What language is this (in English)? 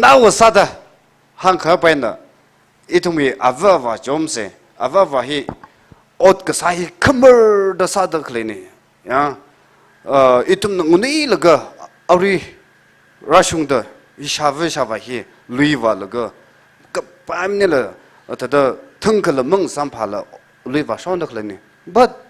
Tangkhul Naga (India)